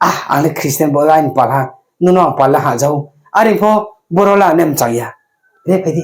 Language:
Riang (India)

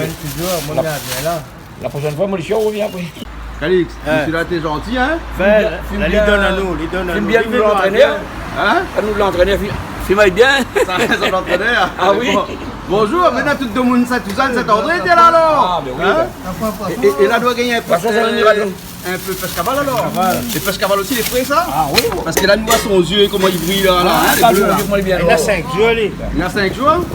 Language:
Réunion Creole French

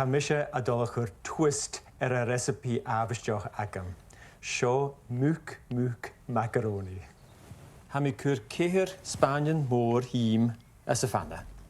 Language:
Scottish Gaelic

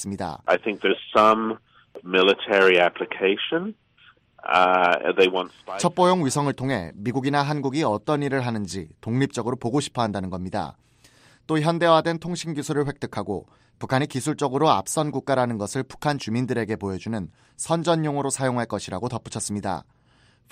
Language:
Korean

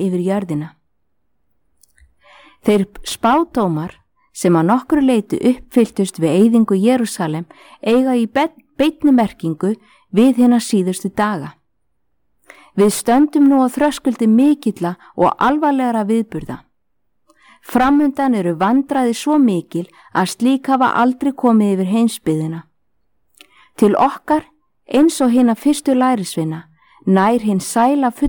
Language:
Icelandic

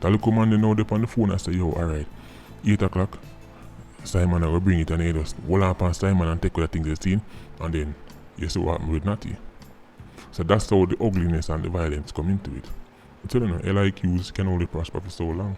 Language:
Jamaican Creole English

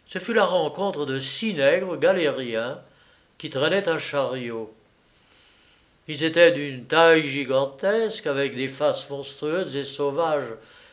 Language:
French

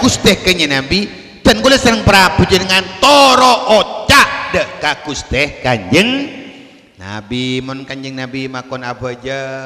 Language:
Madurese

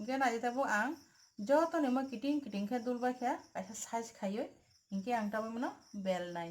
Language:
Kok Borok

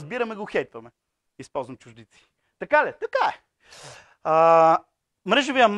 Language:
Bulgarian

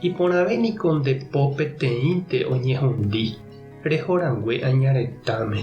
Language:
Guarani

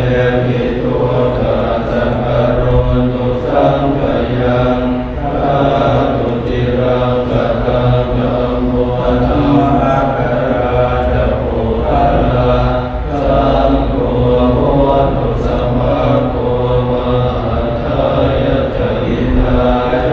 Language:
Pali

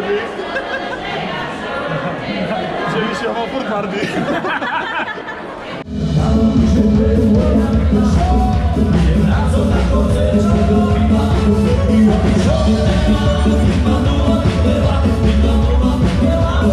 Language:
Slovak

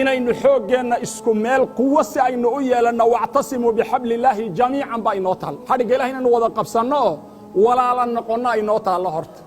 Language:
Somali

